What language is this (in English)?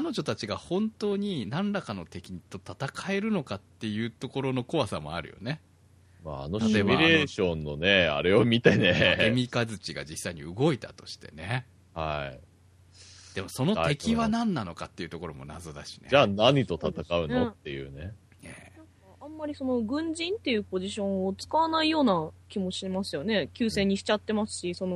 Japanese